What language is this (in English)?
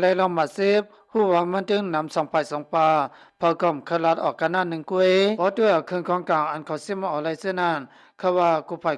Lao